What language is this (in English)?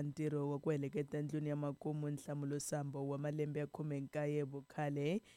Tsonga